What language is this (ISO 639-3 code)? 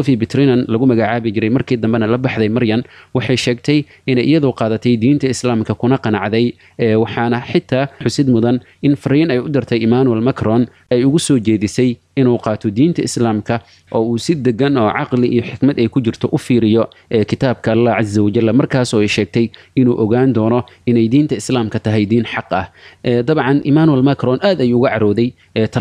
som